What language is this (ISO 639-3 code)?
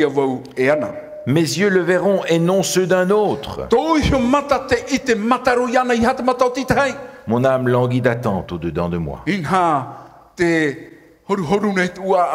tah